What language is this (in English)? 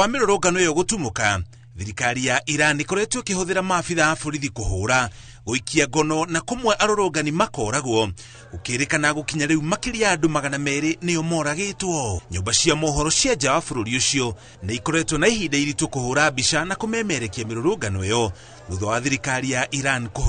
Kikuyu